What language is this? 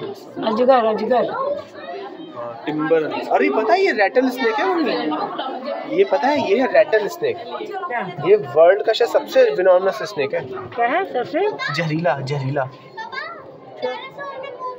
Hindi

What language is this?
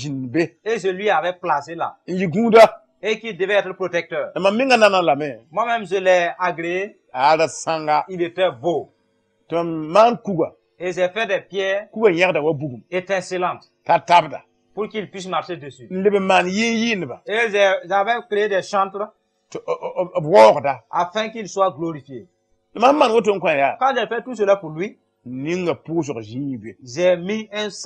Mossi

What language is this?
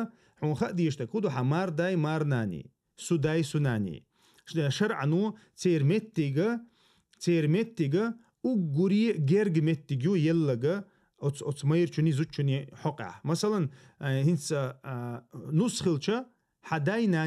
Chechen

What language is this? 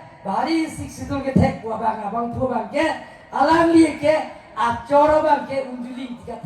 Karbi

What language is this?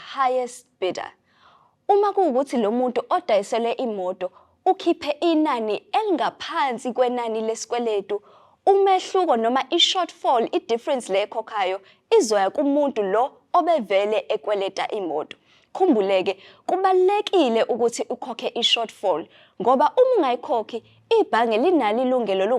Zulu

